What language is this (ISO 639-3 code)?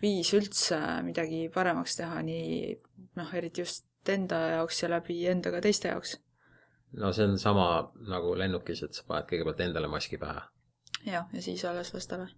est